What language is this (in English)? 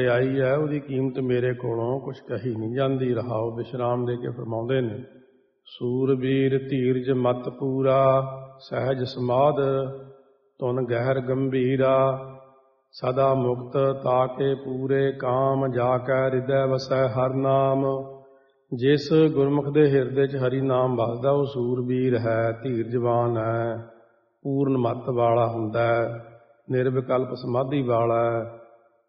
Punjabi